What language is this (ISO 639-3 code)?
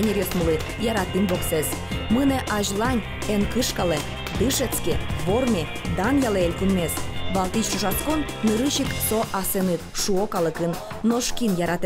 udm